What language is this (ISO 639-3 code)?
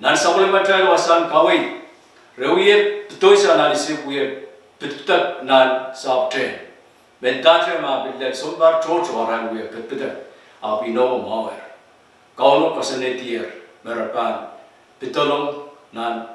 pon